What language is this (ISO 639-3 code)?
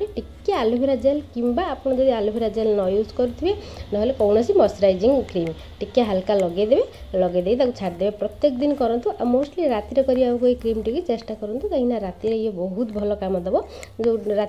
ori